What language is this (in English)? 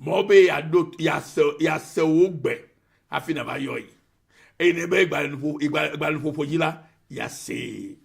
Ewe